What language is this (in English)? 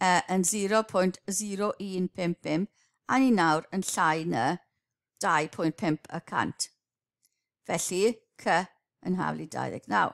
Welsh